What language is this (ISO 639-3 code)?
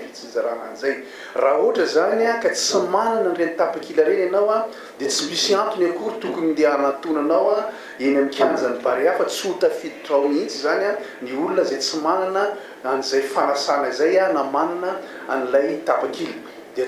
mlg